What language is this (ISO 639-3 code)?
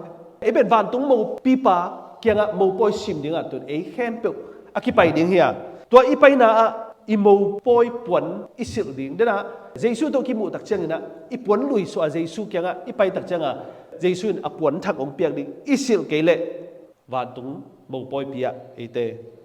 ctd